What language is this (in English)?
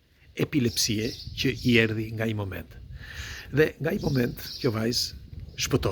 Albanian